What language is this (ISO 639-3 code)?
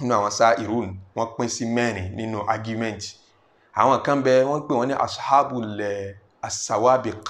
yor